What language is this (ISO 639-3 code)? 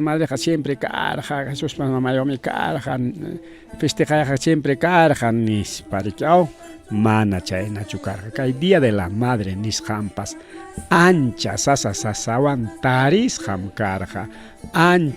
quy